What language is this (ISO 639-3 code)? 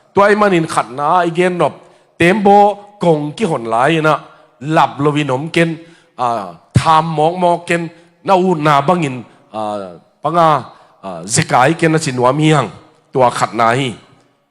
ctd